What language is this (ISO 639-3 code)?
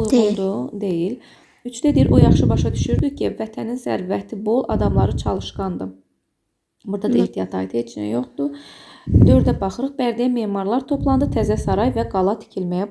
aze